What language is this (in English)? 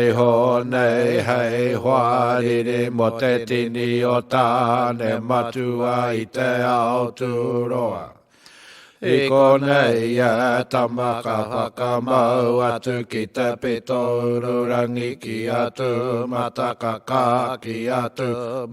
Māori